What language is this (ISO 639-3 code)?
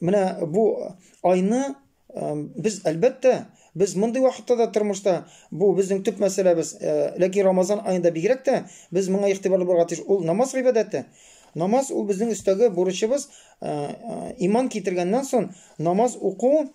tat